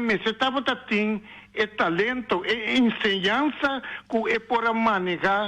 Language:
Papiamento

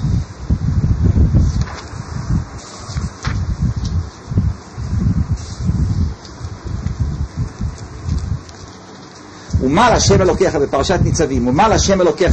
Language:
Hebrew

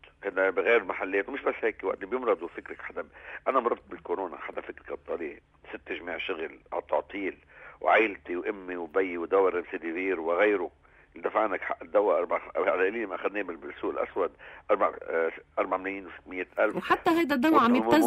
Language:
North Levantine Arabic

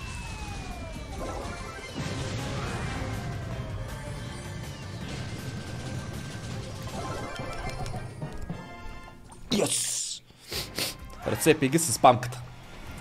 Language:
Bulgarian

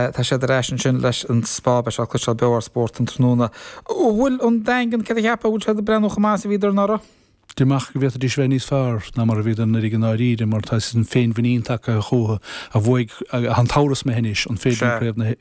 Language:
Irish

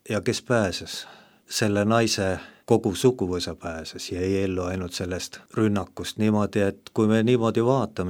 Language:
Estonian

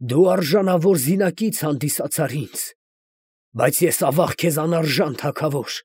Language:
Armenian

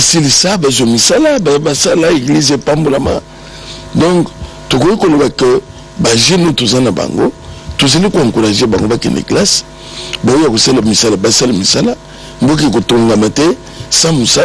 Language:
Lingala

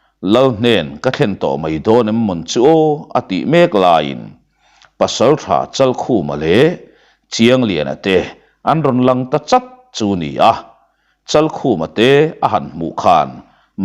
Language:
Mizo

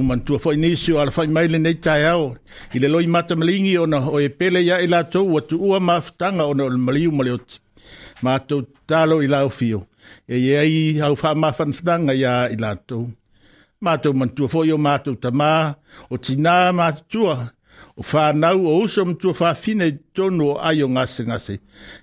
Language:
Samoan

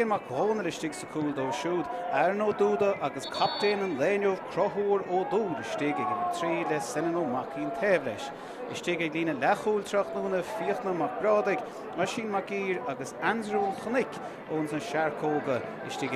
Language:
Irish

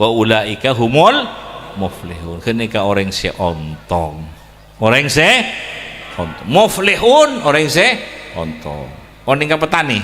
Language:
Madurese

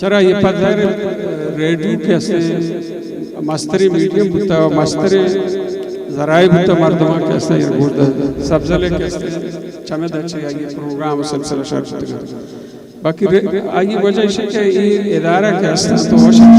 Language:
Eastern Balochi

